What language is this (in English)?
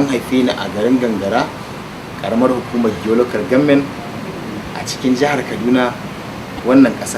Hausa